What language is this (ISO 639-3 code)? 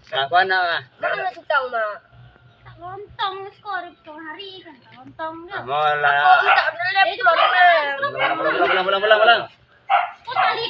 min